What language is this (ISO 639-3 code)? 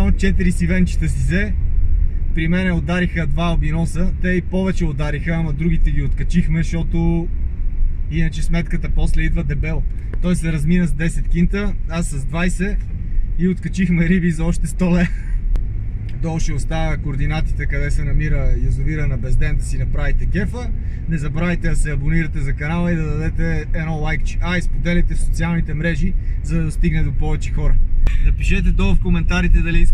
bul